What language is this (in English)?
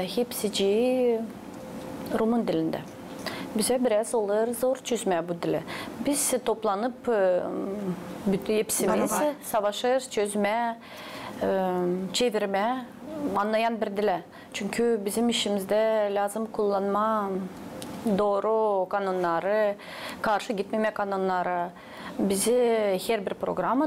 Gagauz